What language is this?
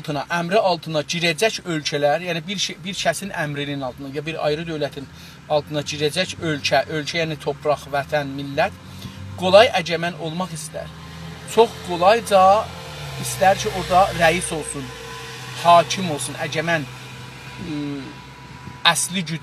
South Azerbaijani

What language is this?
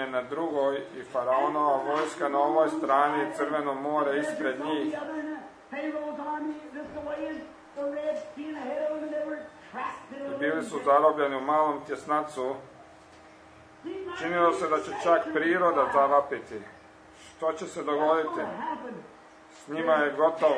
Croatian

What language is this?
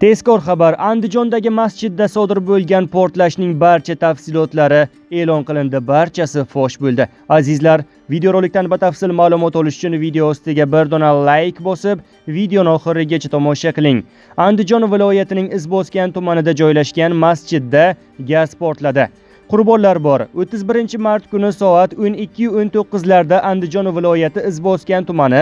Uzbek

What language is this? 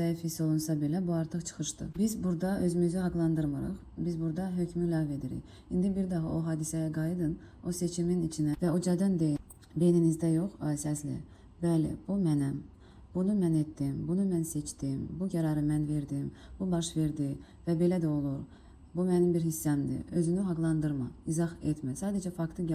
Azerbaijani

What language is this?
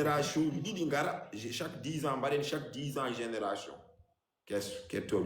Fula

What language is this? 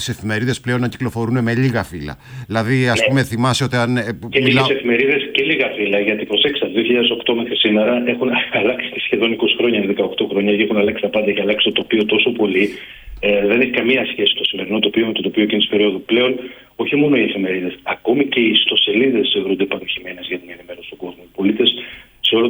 Greek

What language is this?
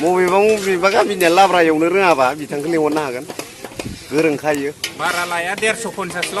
Bodo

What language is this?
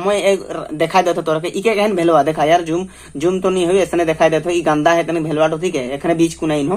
Sadri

